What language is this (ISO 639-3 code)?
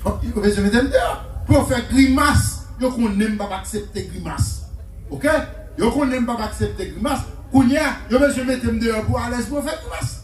hat